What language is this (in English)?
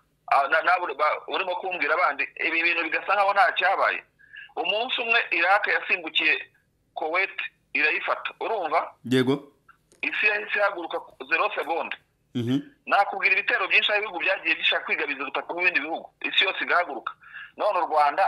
Kinyarwanda